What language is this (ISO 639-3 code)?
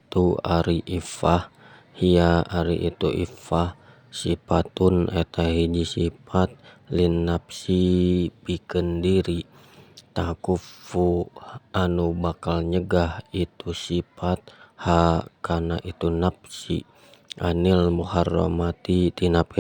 sun